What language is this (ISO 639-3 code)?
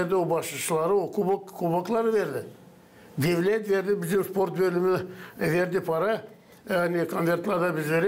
gag